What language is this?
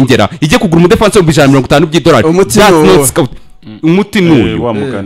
Kinyarwanda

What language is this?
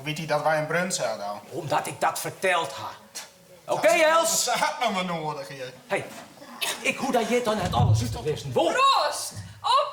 Western Frisian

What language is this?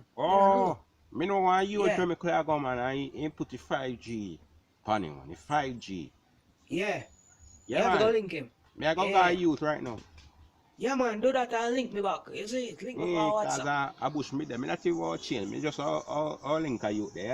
Jamaican Creole English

